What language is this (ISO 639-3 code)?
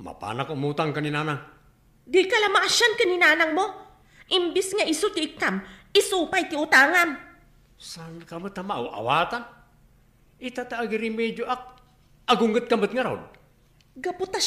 ilo